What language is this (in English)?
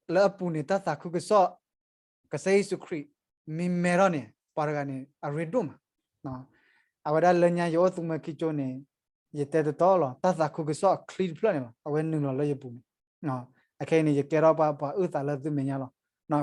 S'gaw Karen